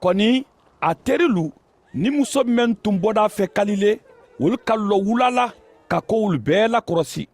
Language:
Mandingo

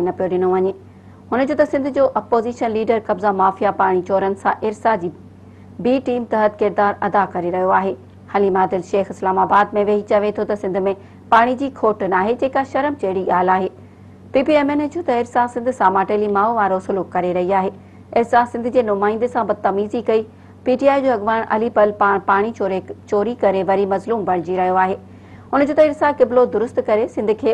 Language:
Sindhi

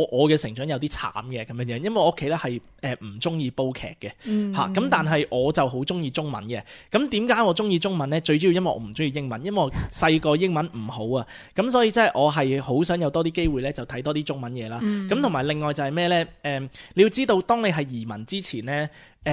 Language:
Cantonese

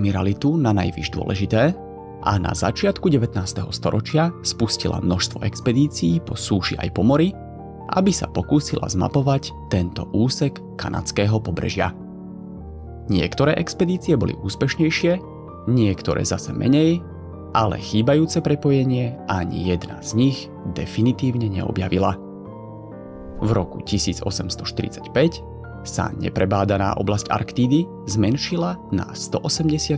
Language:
Slovak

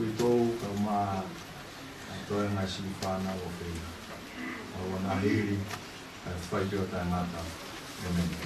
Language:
Tongan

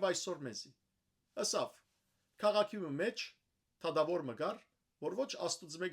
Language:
Western Armenian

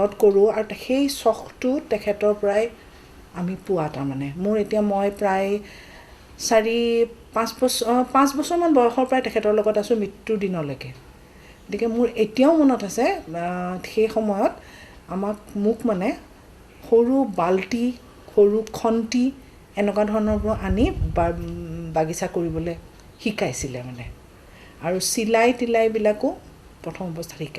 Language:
Assamese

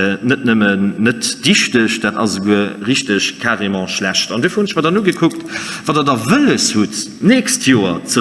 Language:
Luxembourgish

